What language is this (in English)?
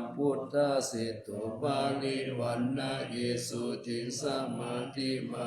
Pali